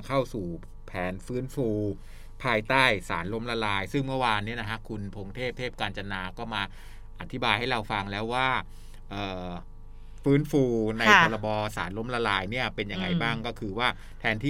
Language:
Thai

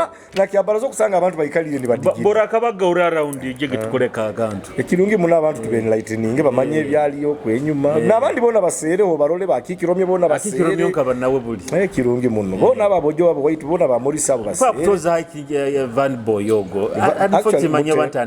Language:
Nyoro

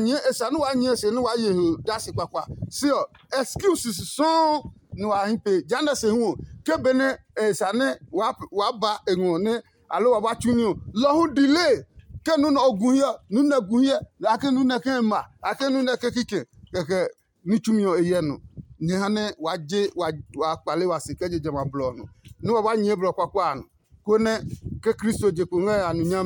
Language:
Adangme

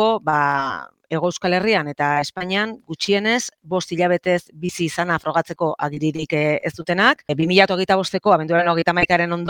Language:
Basque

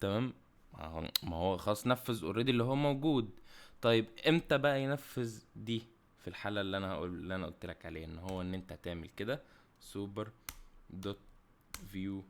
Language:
Egyptian Arabic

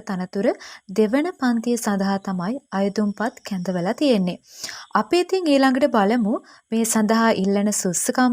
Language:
Sinhala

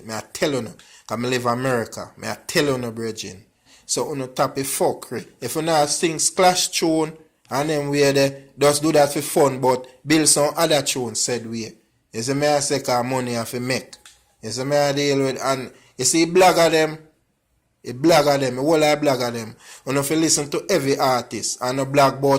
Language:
Jamaican Creole English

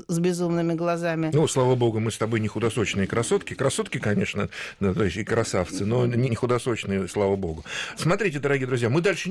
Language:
Russian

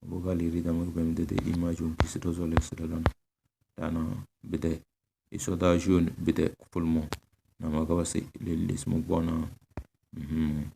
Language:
Tem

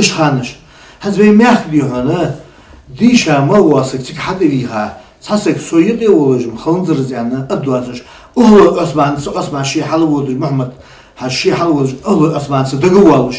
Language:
Ingush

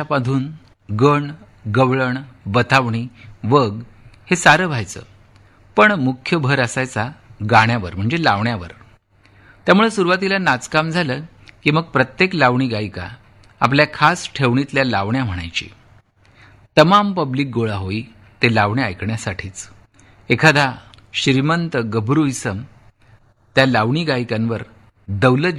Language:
Marathi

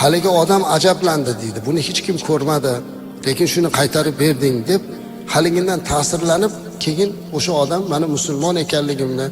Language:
Uzbek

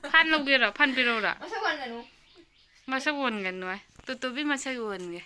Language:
Manipuri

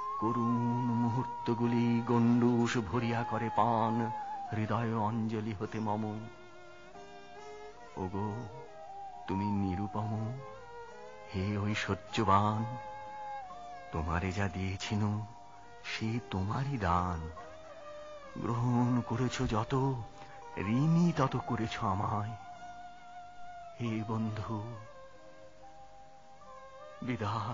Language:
Bangla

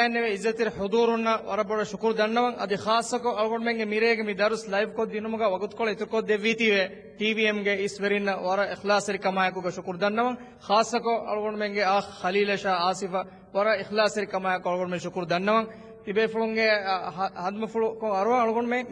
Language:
Divehi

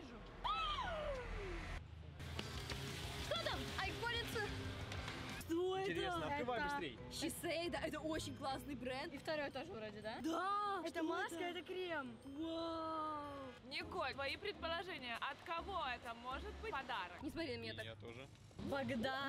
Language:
Russian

